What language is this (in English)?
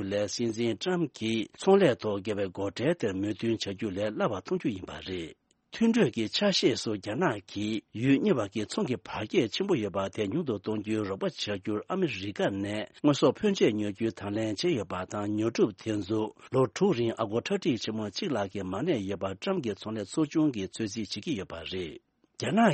Tibetan